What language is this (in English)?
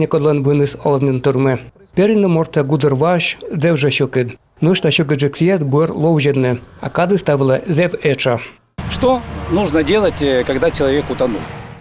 Komi